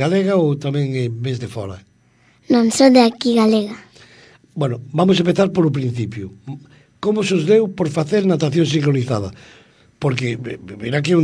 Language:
Galician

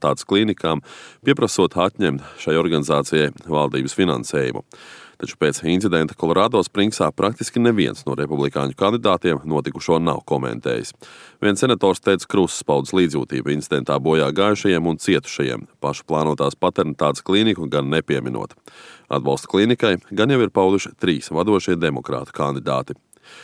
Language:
Latvian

